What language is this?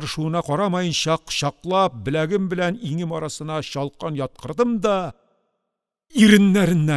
Tatar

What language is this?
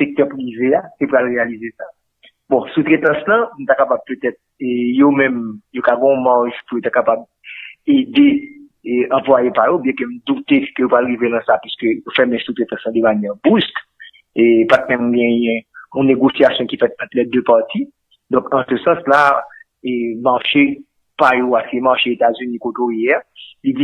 Haitian Creole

